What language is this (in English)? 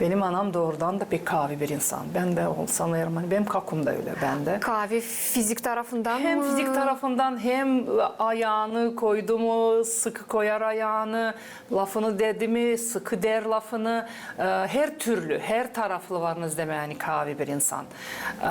Gagauz